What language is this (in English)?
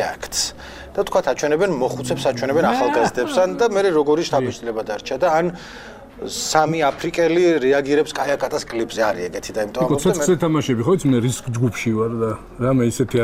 Georgian